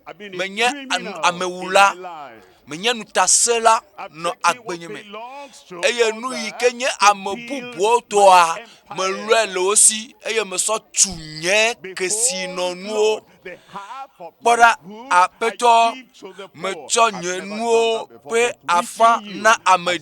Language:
Ewe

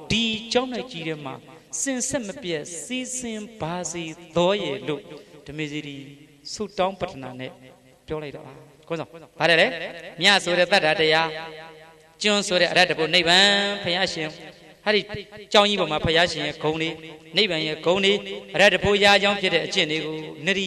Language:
Burmese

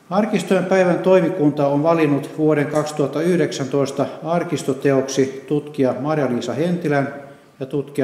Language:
Finnish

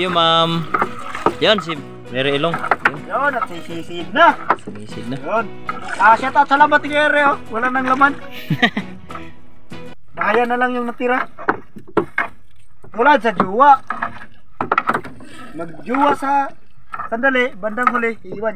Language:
Filipino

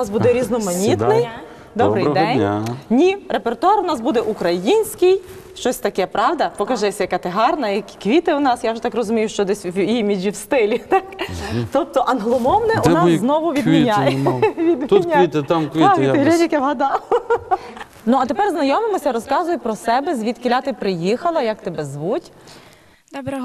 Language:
Ukrainian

